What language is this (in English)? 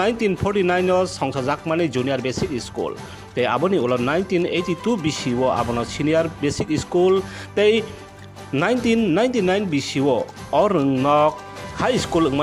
Kok Borok